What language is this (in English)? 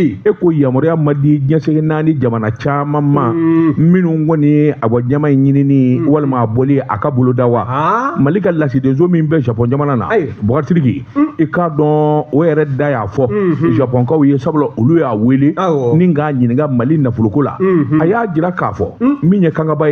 Bambara